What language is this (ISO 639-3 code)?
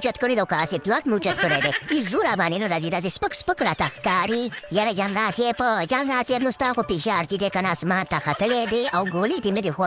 pus